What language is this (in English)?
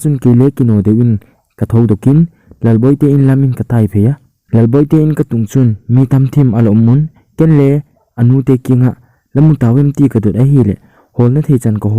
Thado Chin